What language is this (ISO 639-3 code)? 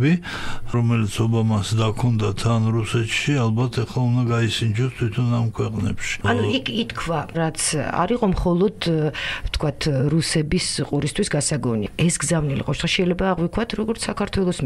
kat